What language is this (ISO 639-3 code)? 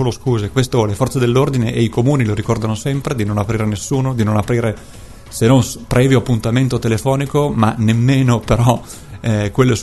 ita